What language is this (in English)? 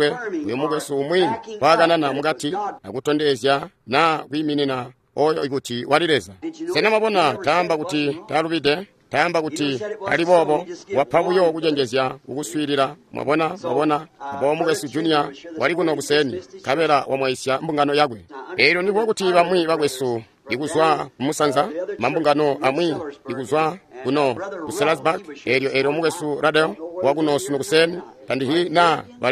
Tonga (Zambia)